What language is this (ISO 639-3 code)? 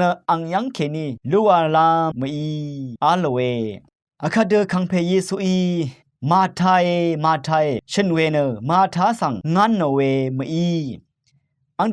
raw